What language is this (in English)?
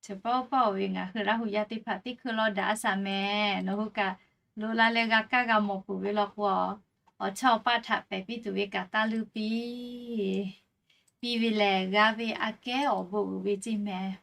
Lahu